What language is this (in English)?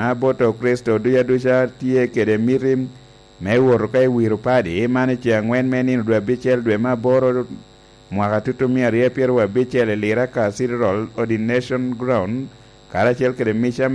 Lango (Uganda)